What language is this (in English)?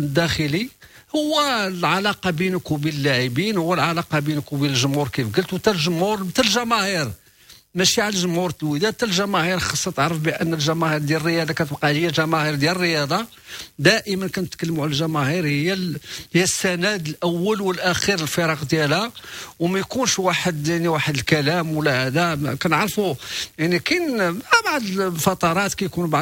Moroccan Arabic